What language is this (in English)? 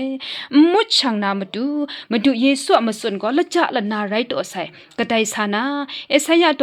Kachin